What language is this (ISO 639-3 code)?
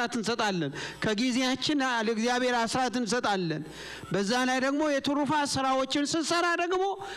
amh